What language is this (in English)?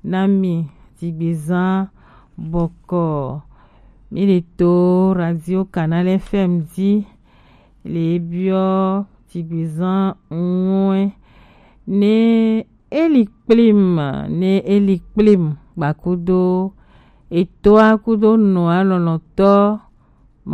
Gen